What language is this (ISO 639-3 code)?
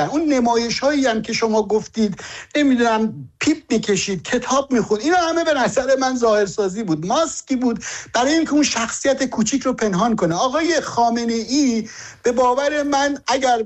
fas